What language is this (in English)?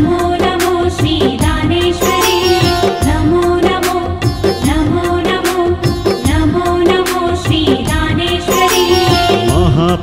Kannada